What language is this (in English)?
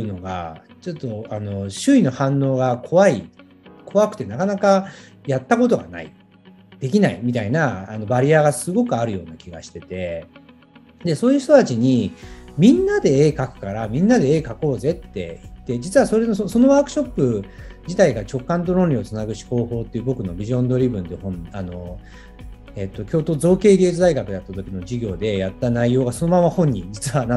Japanese